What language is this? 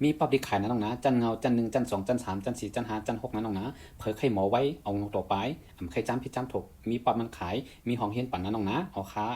Shan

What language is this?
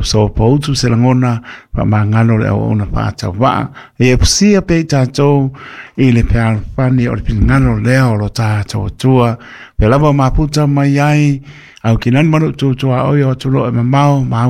Samoan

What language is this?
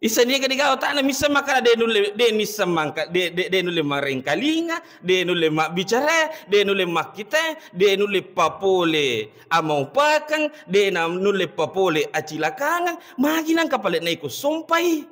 Buginese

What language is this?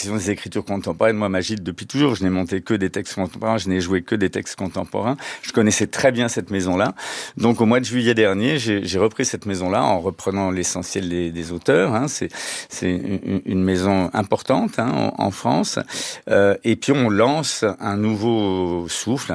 French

